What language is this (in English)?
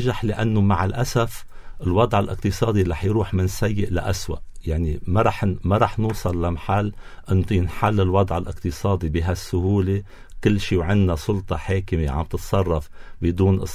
North Levantine Arabic